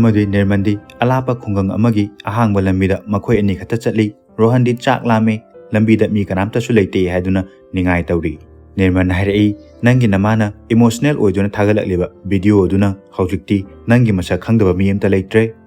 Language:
Manipuri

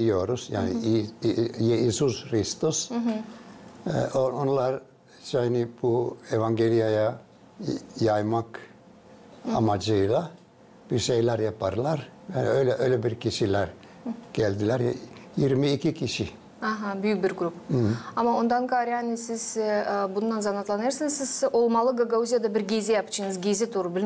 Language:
Gagauz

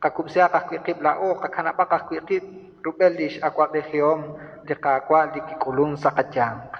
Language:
Kekchí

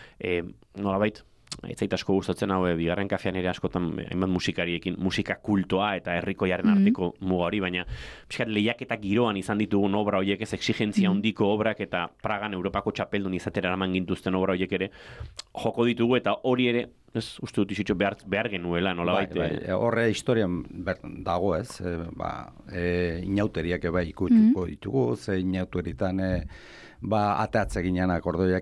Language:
Basque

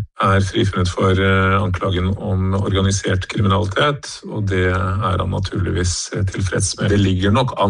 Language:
Norwegian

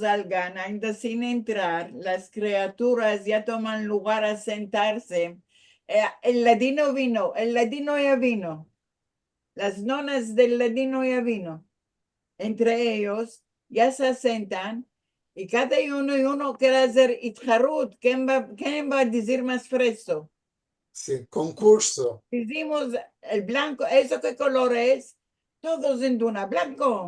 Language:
Ladino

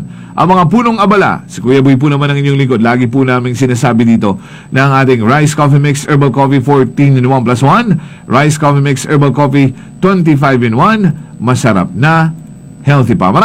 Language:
Filipino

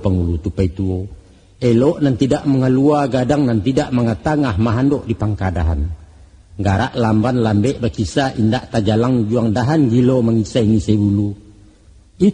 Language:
Minangkabau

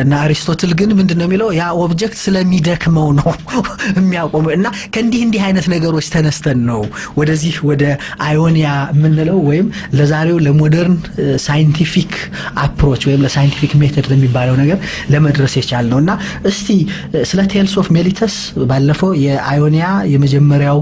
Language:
Amharic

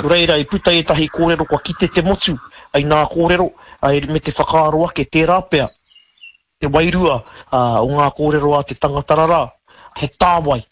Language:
Māori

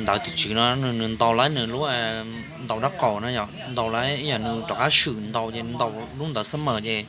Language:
Hmong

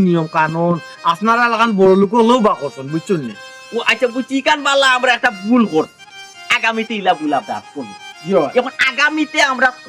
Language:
Sylheti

